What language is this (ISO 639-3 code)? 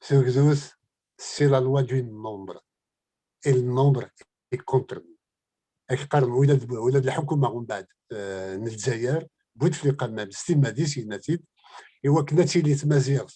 kab